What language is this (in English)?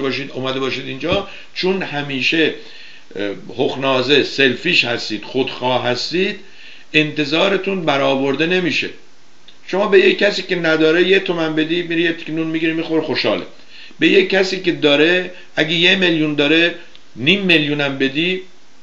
Persian